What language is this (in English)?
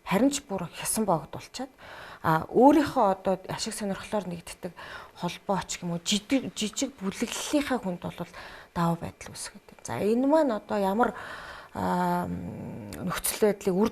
Mongolian